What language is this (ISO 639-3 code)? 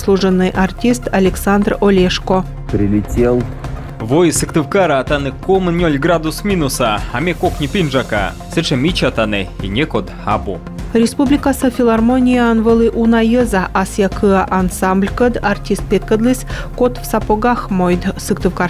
kom